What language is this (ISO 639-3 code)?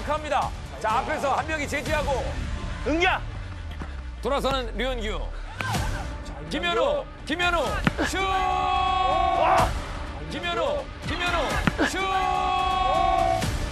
kor